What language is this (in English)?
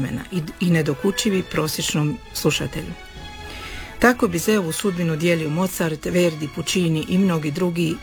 Croatian